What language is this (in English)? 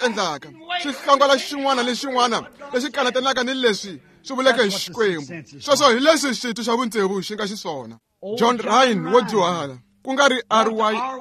Tsonga